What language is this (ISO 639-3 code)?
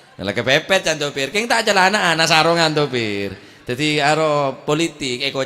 mad